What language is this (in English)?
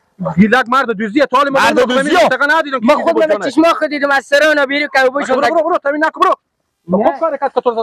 Persian